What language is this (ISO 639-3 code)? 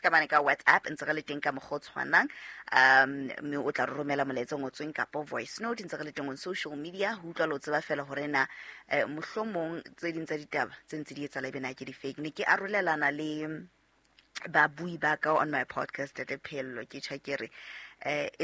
sot